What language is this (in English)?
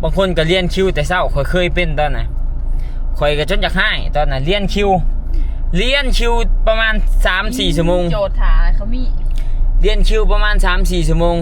Lao